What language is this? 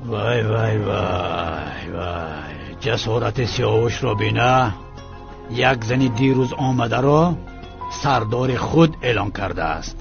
Tajik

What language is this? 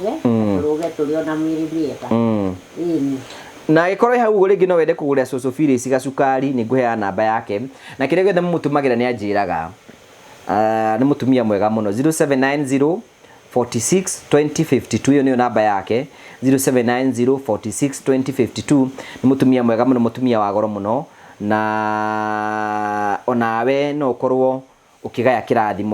Kikuyu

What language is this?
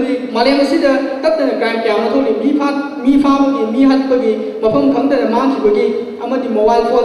Manipuri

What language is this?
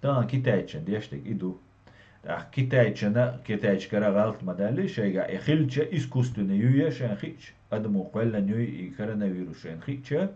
Chechen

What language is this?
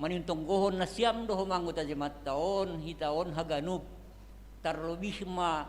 Batak Simalungun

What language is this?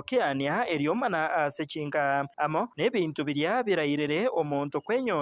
Gusii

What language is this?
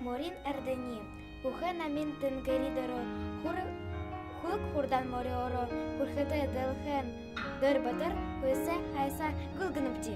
Buriat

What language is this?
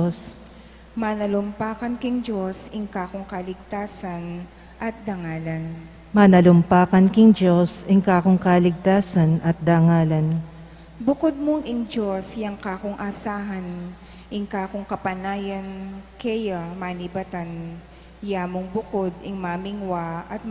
Pampanga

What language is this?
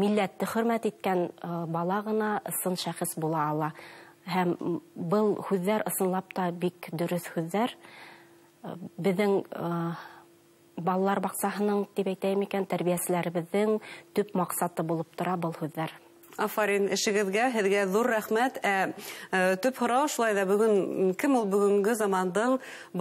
Bashkir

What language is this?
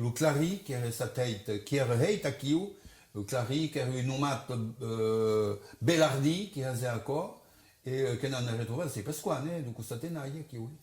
Occitan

